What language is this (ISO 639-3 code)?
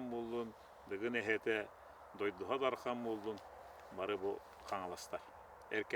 sah